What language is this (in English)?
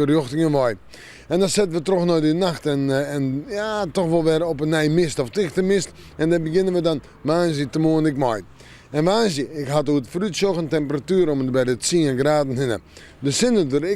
Western Frisian